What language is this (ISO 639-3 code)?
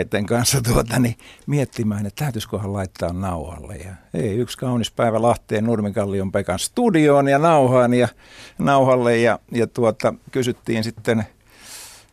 fin